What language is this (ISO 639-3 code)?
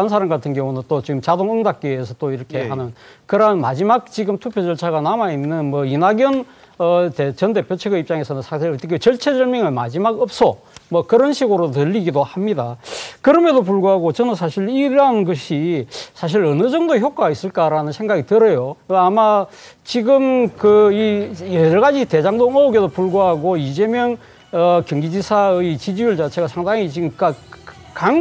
kor